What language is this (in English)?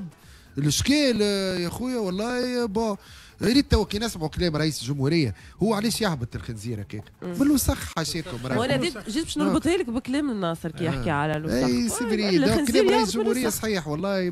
Tunisian Arabic